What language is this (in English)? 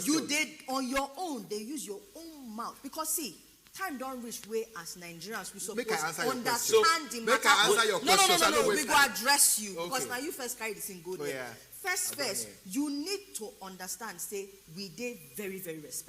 Nigerian Pidgin